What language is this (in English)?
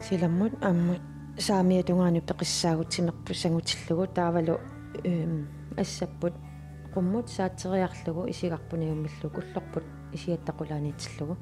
Kalaallisut